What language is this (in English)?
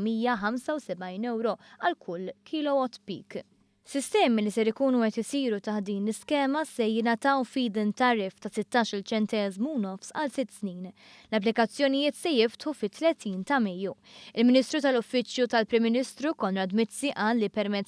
Maltese